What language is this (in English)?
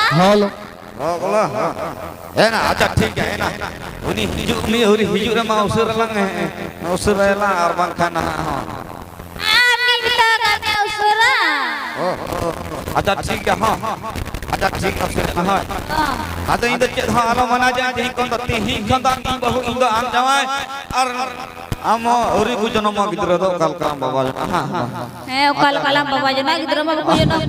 Santali